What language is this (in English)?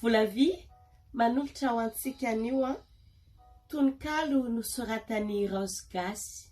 Malagasy